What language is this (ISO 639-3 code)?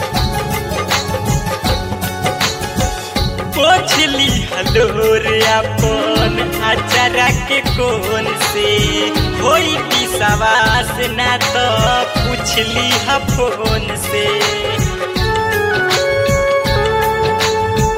bho